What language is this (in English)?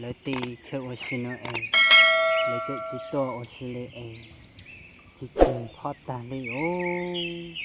Hmong